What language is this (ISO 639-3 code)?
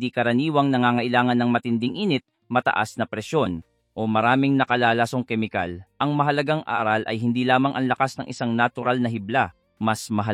fil